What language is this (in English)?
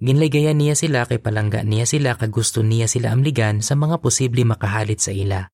Hiligaynon